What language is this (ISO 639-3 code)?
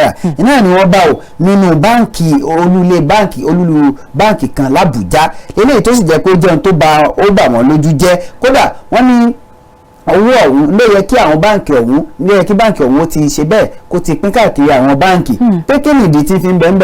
yor